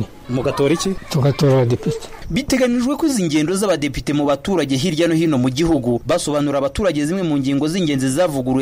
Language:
Kinyarwanda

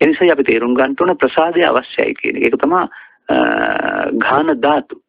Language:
Sinhala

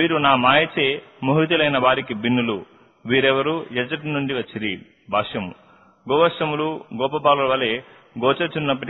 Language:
Telugu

